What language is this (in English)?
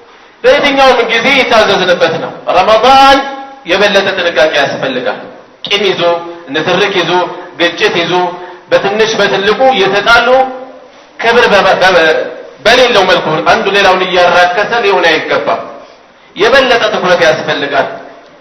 Amharic